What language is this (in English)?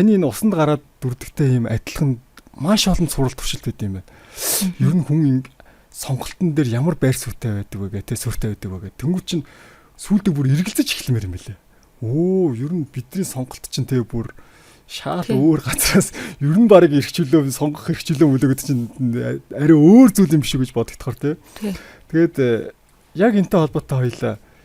Mongolian